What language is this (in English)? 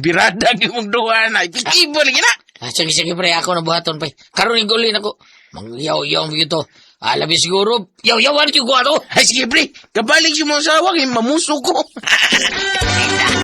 Cebuano